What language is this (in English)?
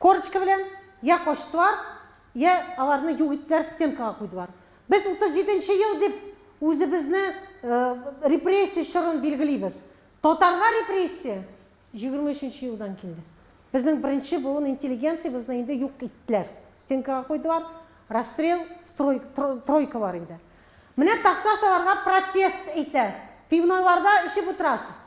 Tatar